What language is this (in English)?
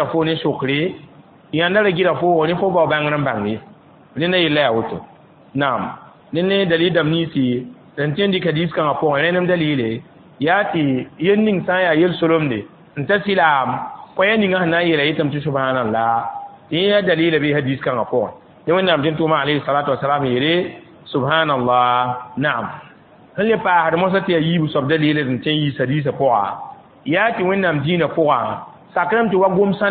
Mossi